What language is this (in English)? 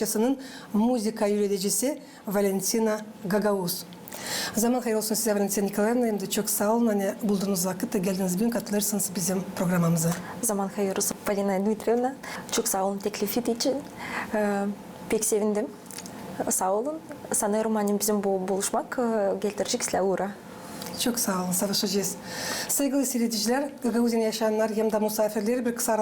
Gagauz